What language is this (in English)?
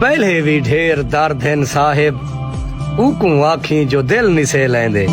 Saraiki